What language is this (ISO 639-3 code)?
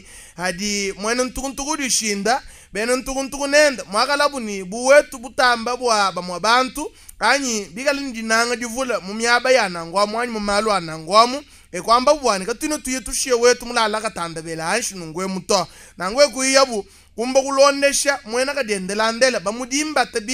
lua